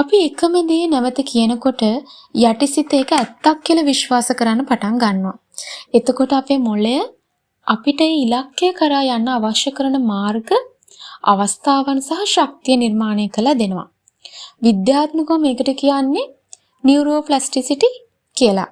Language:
Sinhala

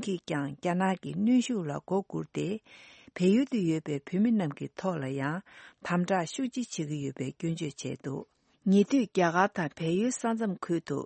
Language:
Tibetan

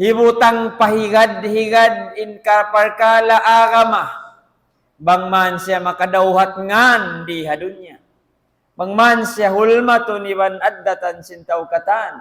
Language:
Tausug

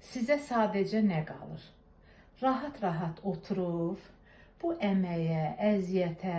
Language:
Azerbaijani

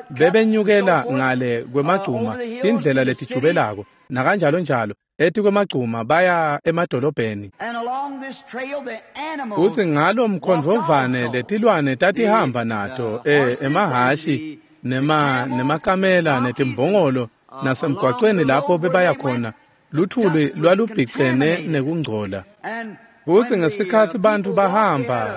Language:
Swati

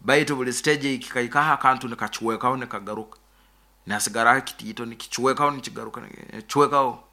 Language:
Nyoro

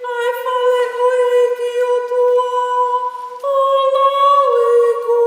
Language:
Tongan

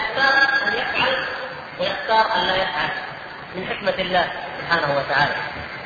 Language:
Arabic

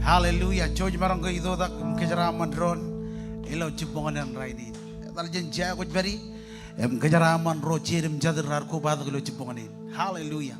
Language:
Marshallese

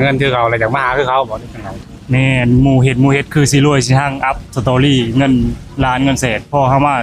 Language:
Lao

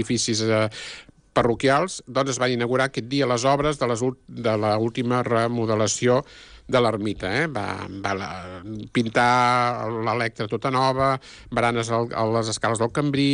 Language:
Catalan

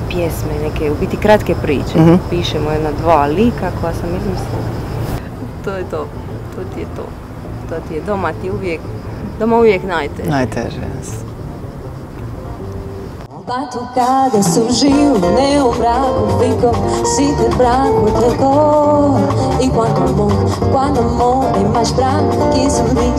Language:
Croatian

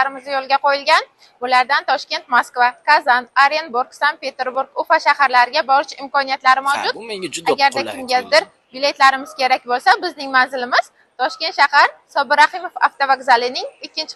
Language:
Uzbek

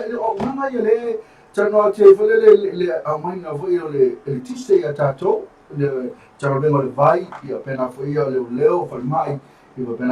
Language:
Samoan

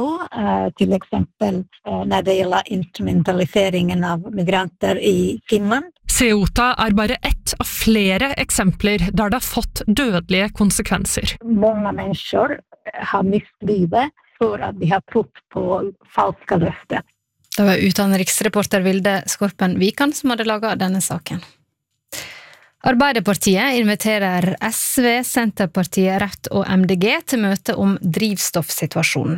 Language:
Norwegian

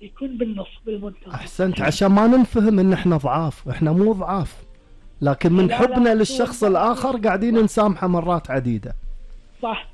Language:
Gulf Arabic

